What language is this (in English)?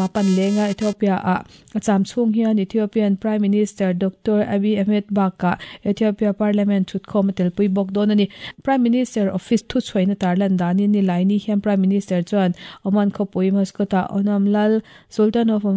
Mizo